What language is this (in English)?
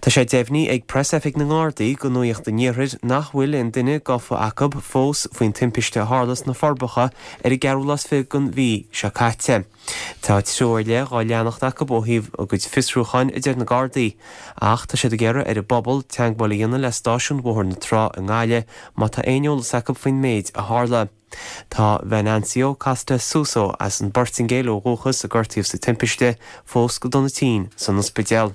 Irish